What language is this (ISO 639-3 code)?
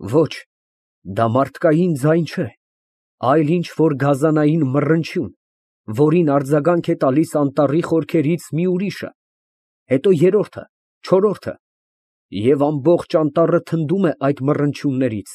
hye